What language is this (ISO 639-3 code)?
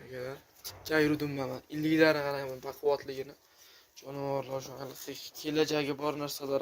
uzb